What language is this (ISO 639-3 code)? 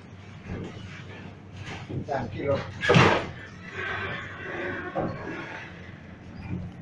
spa